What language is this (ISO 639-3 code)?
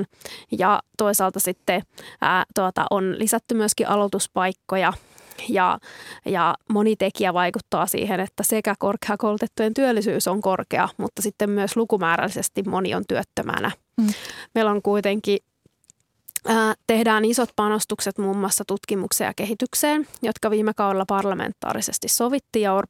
fin